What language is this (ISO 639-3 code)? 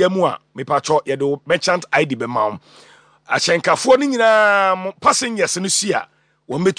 aka